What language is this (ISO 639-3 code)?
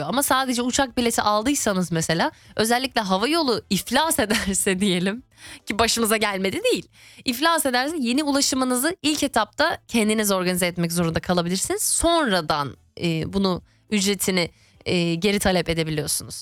tur